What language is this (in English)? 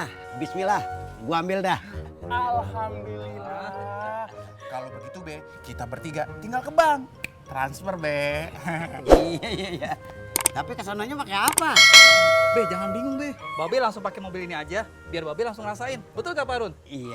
Betawi